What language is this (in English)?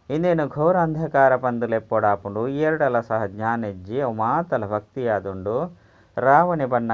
Tulu